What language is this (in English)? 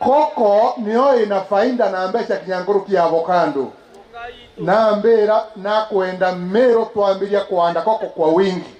Meru